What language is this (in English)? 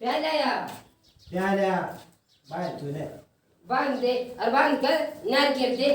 Haryanvi